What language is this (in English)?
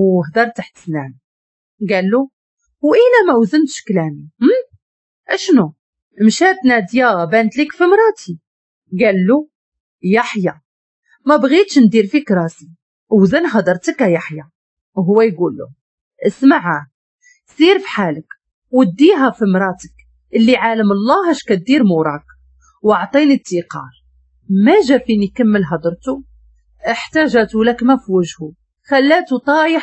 Moroccan Arabic